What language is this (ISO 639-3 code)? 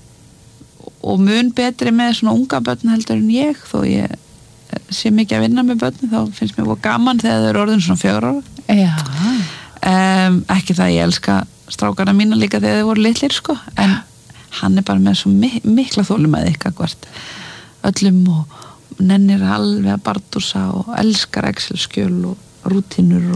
isl